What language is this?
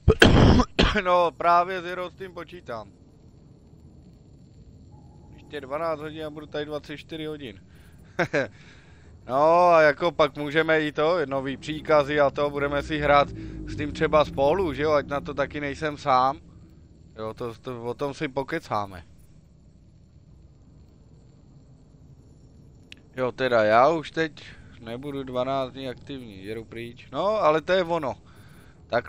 Czech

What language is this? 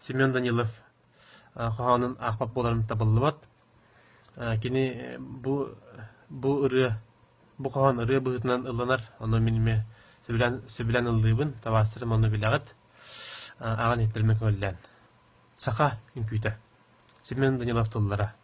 Yakut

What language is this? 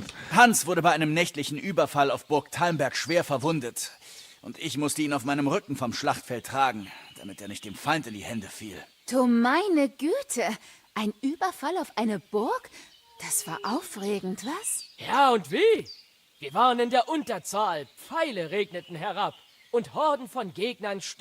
Bavarian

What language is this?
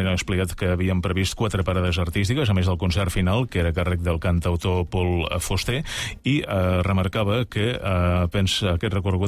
Catalan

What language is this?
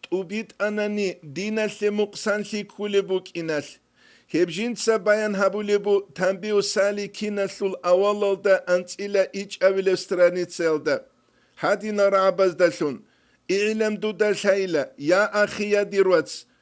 Avaric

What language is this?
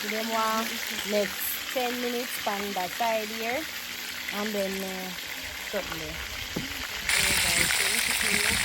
Jamaican Creole English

